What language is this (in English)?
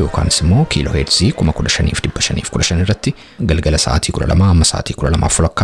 Oromo